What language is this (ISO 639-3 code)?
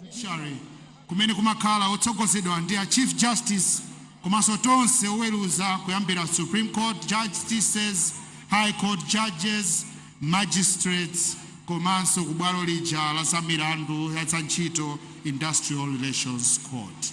nya